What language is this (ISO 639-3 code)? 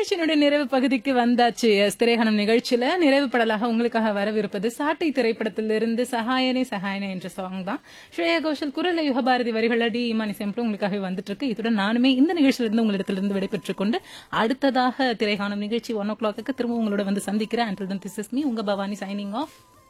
tam